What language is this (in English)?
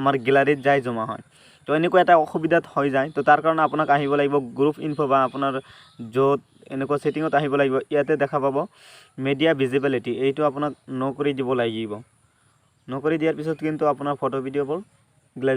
Assamese